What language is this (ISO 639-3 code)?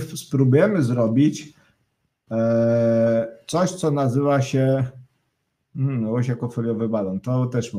pol